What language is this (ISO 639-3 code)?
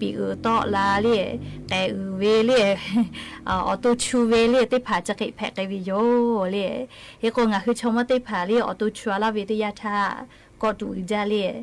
lhu